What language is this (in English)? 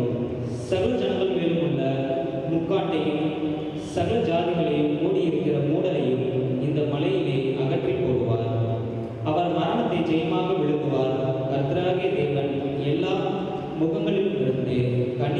Tamil